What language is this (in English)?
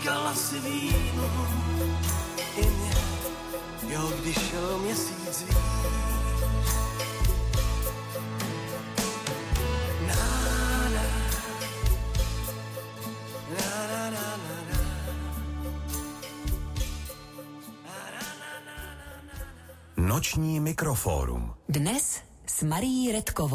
Czech